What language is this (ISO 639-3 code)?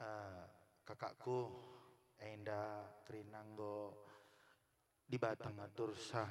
btx